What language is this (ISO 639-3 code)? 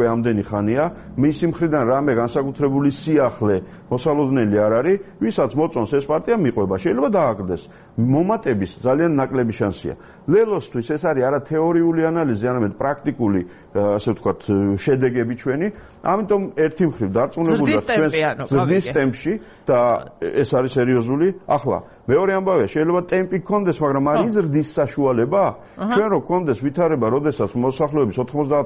kat